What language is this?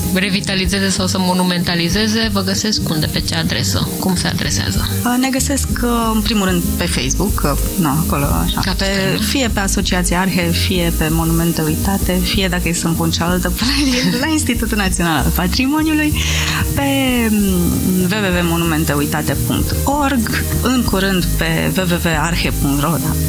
Romanian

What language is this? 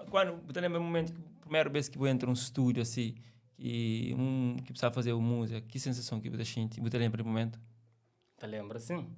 Kabuverdianu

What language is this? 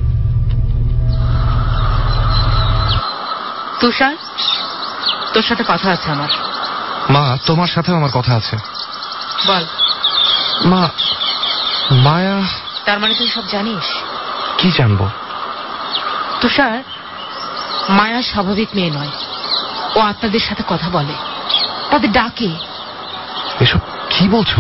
Bangla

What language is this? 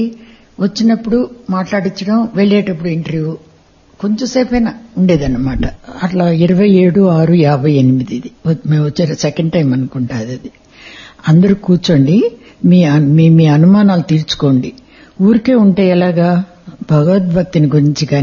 Telugu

